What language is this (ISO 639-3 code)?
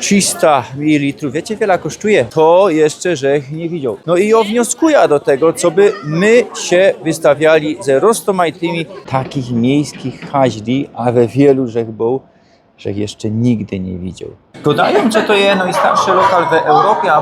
szl